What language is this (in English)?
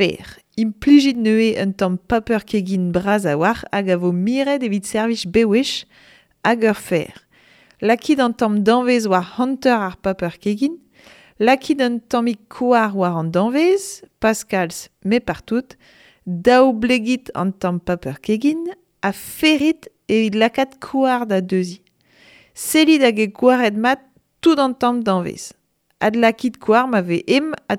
Breton